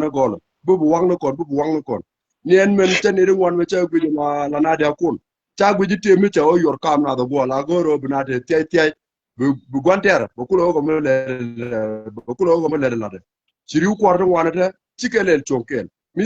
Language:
Nuer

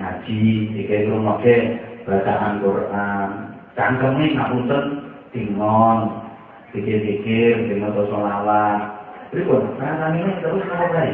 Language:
Javanese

